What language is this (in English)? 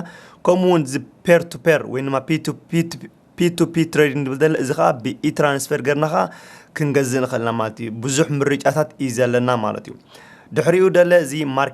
Tigrinya